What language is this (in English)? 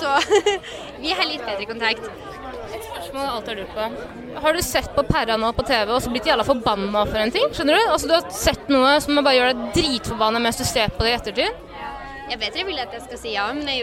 Norwegian